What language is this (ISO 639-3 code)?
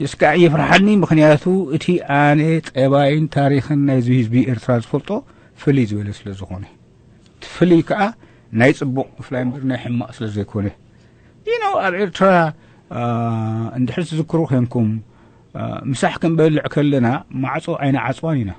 tir